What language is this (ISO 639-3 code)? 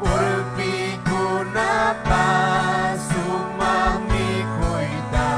quy